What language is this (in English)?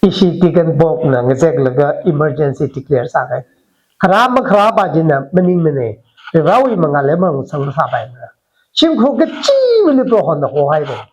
Tangkhul Naga (India)